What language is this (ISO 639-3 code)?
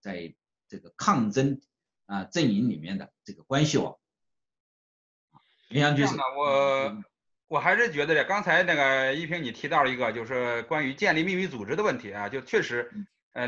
zho